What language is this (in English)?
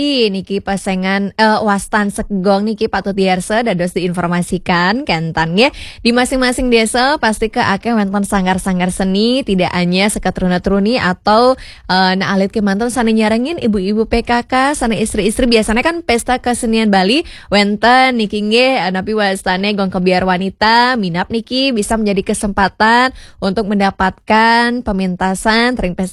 Balinese